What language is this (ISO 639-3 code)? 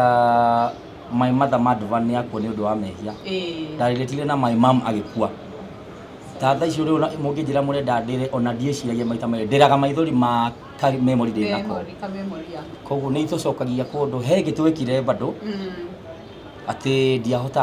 kik